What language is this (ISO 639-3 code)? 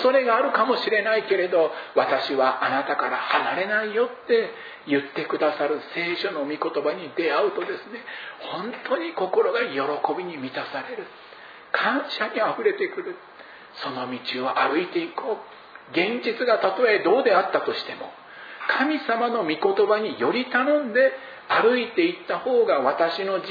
jpn